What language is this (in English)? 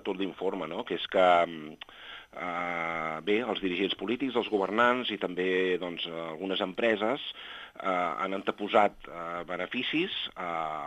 Catalan